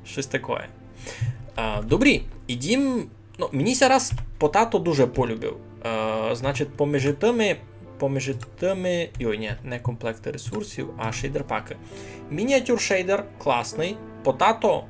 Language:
Rusyn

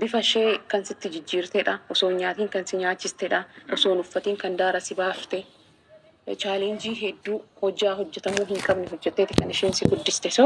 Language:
Oromo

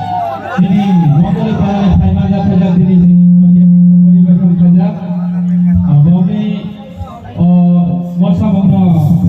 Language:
Kok Borok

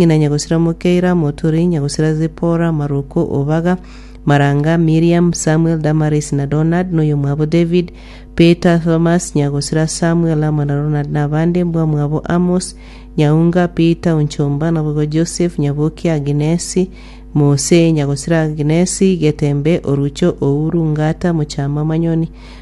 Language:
Gusii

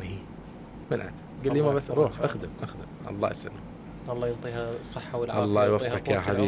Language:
Mesopotamian Arabic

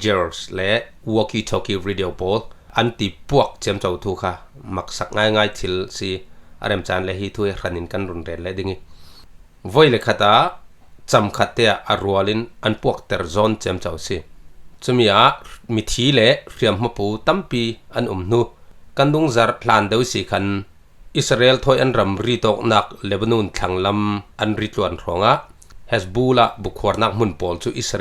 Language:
Falam Chin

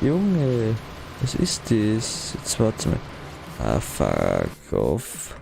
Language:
Bavarian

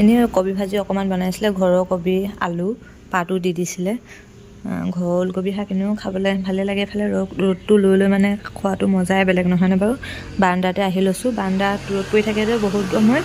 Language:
Assamese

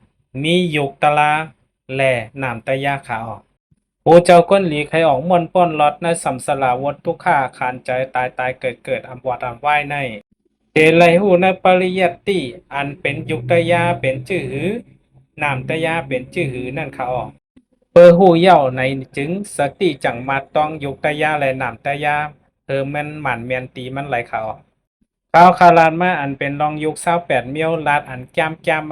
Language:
Shan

